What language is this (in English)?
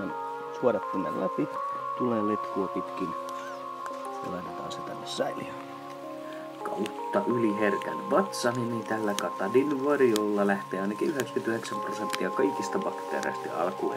Finnish